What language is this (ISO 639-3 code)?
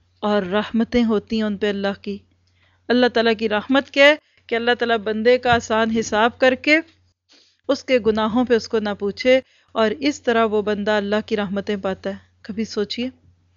urd